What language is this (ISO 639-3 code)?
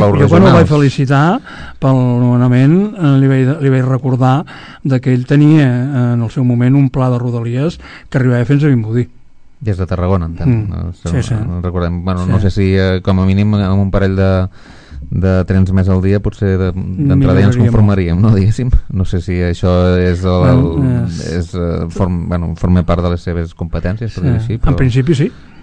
cat